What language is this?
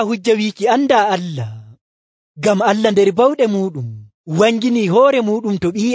Nigerian Fulfulde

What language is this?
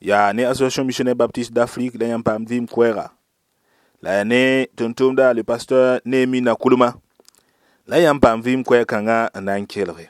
Mossi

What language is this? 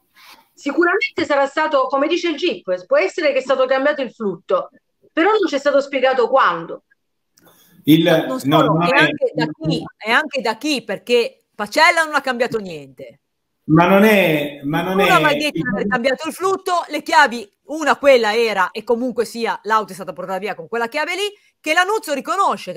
Italian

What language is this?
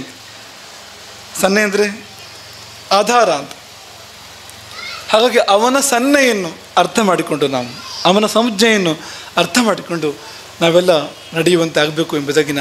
Kannada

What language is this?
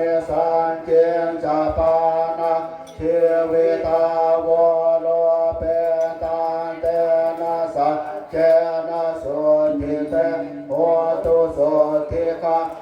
Pali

